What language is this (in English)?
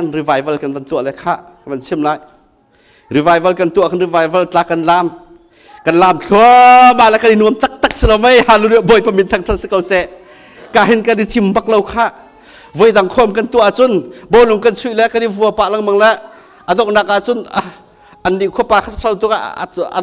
Hakha Chin